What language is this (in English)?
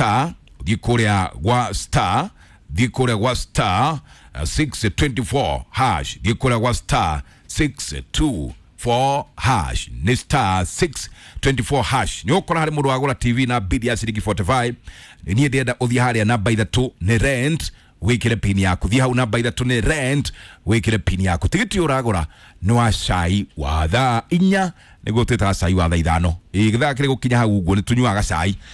Kikuyu